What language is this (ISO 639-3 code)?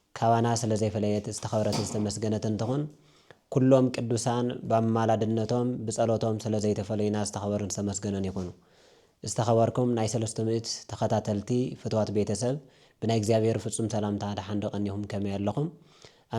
tir